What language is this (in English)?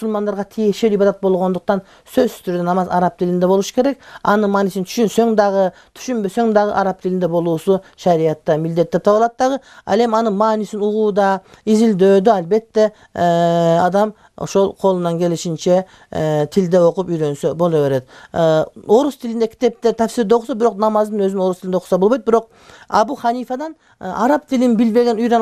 Kyrgyz